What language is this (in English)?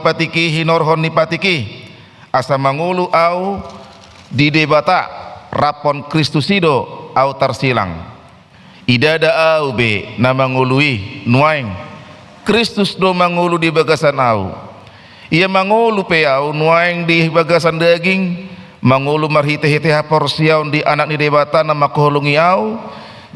Batak Toba